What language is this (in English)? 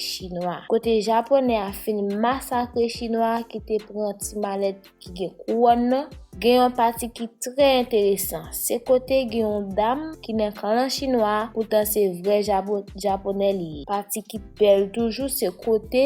Haitian Creole